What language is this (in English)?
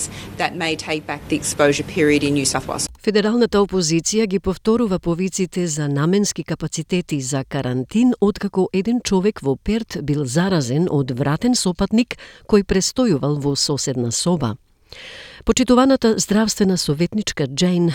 Macedonian